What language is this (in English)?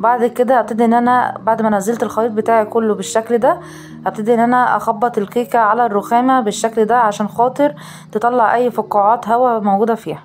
Egyptian Arabic